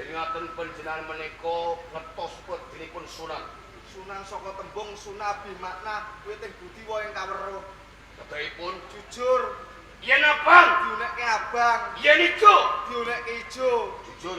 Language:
Javanese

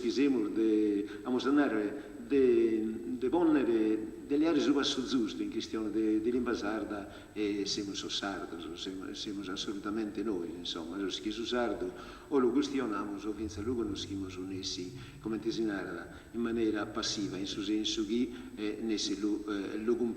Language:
Sardinian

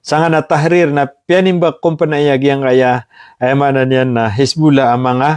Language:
Maranao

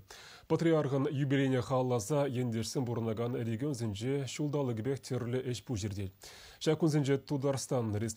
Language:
Chuvash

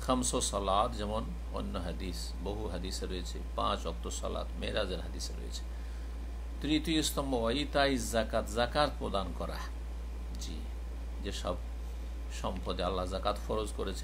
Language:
Bangla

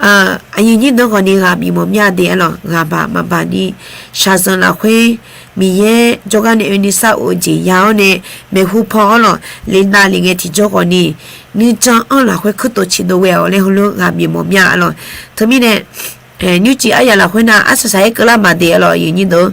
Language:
Akha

